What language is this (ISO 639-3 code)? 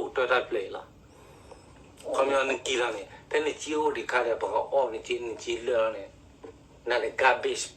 ksw